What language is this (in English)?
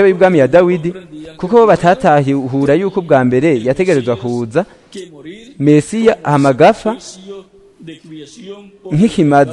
Rundi